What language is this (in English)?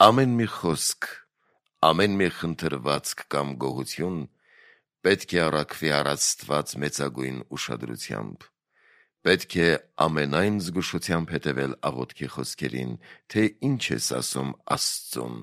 Armenian